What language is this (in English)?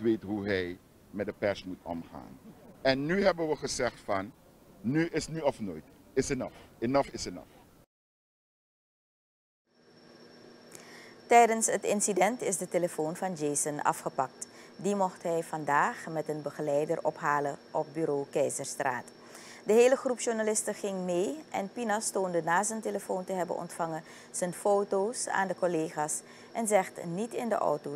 Dutch